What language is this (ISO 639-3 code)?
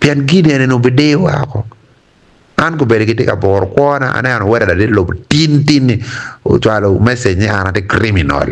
ach